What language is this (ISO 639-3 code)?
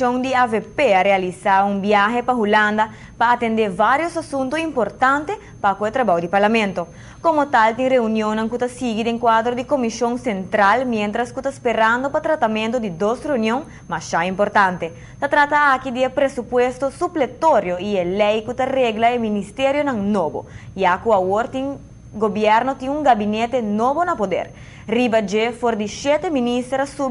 pap